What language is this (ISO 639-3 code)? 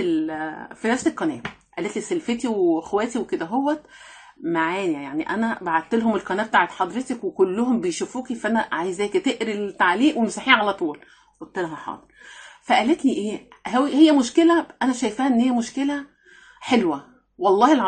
arz